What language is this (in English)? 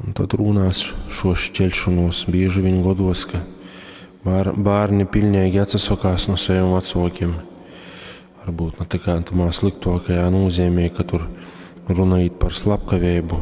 Latgalian